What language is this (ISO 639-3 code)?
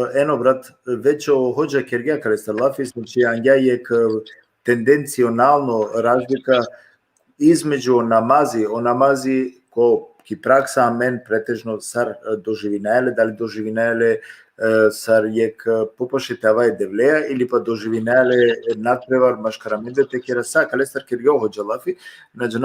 rmn